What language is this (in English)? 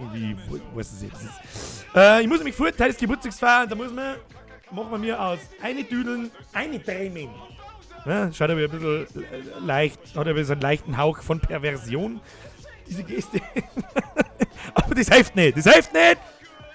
Bavarian